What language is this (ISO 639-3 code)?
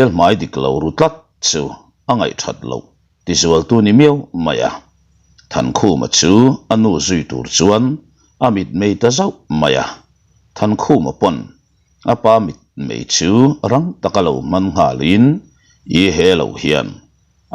lus